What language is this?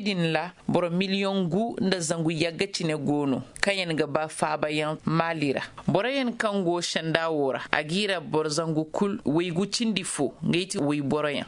Zarma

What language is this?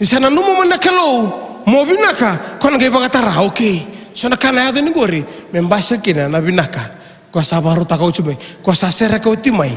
Fijian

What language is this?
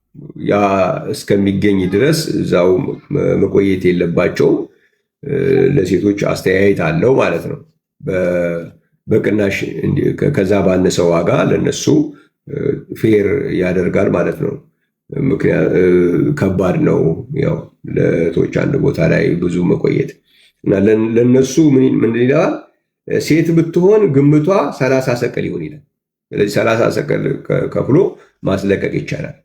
Amharic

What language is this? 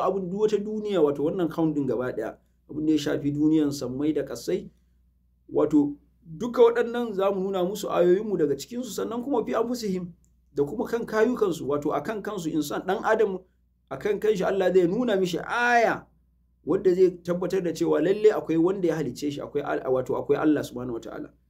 Hausa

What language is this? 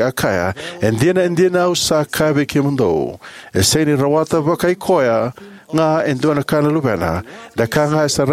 Fijian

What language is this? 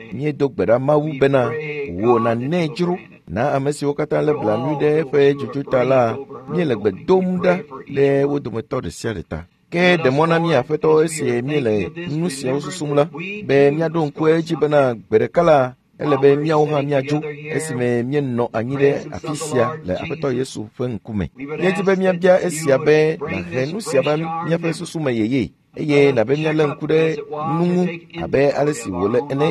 Ewe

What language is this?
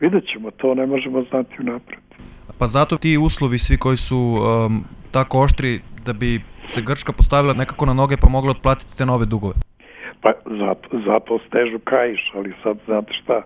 Serbian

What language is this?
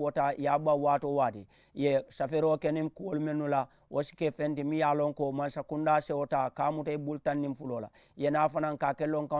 Mandingo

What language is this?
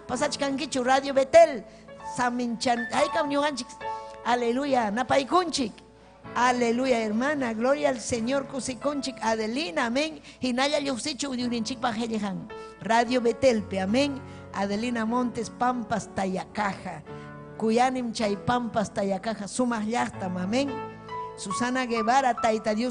Ayacucho Quechua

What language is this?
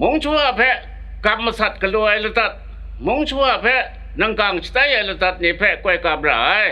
Kachin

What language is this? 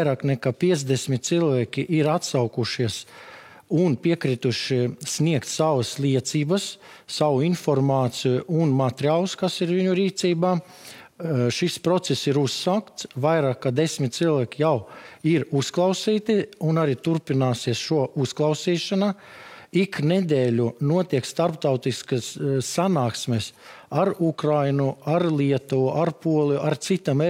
Latvian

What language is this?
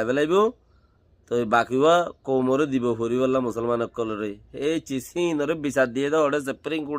Rohingya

